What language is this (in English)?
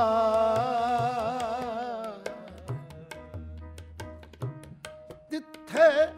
Punjabi